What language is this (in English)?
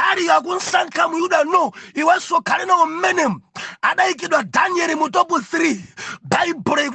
Nyanja